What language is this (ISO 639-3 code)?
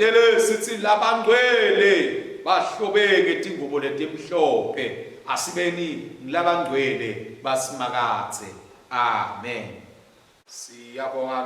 ssw